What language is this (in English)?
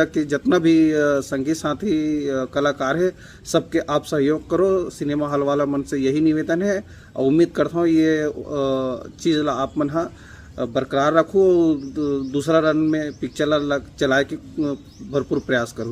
Chhattisgarhi